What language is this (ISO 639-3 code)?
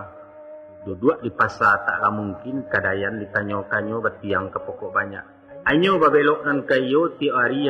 min